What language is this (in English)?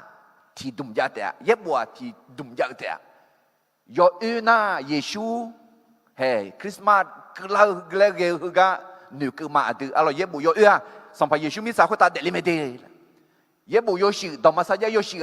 Akha